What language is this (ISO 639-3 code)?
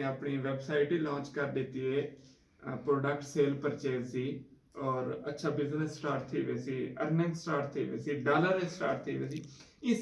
skr